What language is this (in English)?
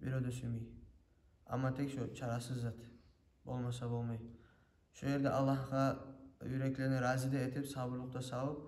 Kumyk